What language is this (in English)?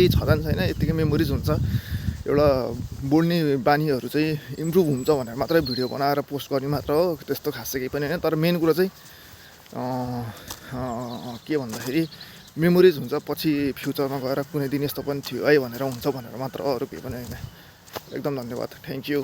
Nepali